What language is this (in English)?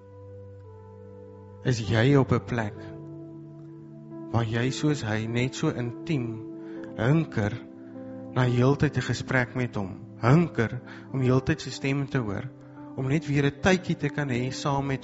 Afrikaans